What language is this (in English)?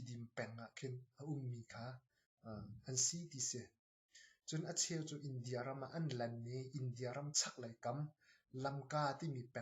Hakha Chin